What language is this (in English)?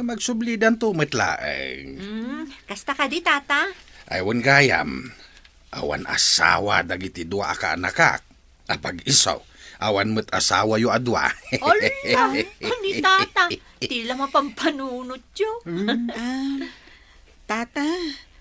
Iloko